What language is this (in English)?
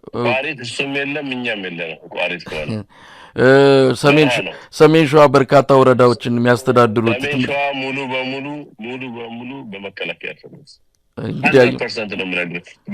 Amharic